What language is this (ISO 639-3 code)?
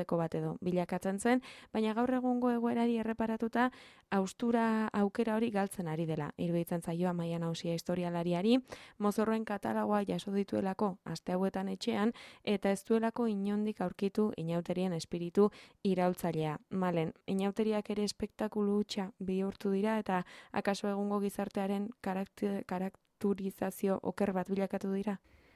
eus